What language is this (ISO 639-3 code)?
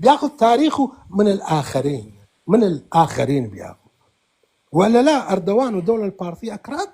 apc